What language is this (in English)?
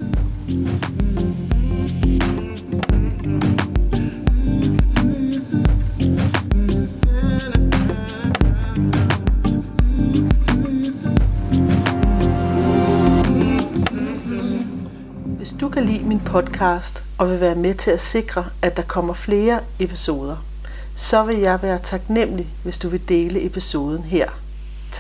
Danish